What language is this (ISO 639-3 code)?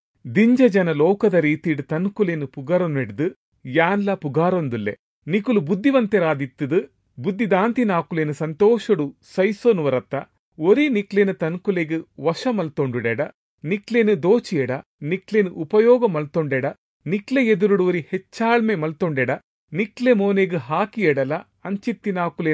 tcy